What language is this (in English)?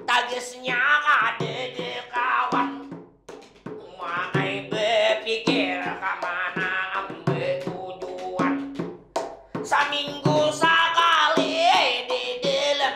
Banjar